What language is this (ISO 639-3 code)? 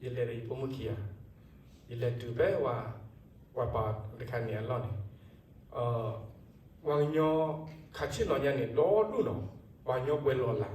ksw